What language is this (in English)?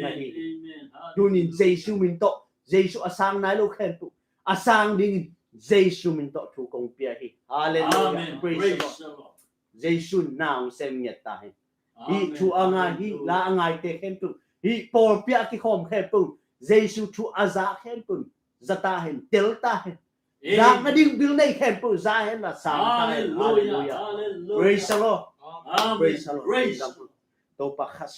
Tedim Chin